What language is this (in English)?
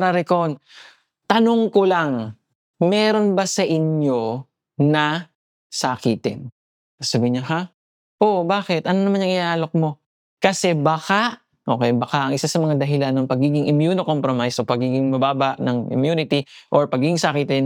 Filipino